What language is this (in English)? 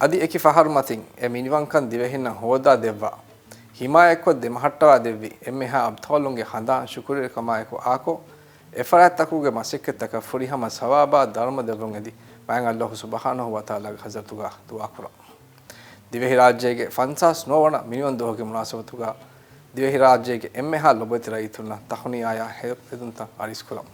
Divehi